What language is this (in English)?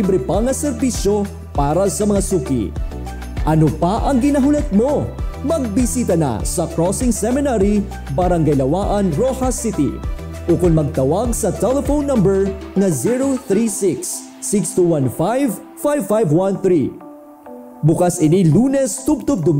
Hiligaynon